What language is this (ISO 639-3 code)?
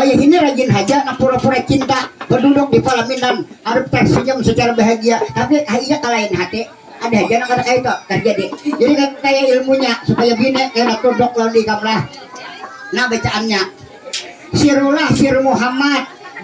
bjn